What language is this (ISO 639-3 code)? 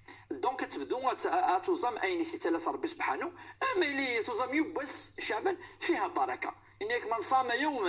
ary